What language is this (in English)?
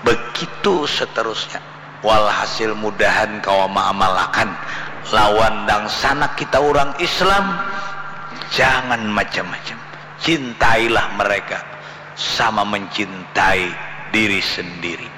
Banjar